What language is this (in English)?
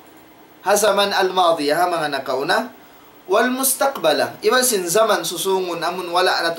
Tausug